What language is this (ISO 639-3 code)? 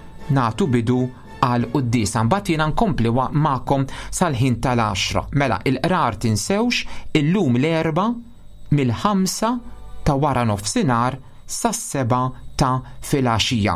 mlt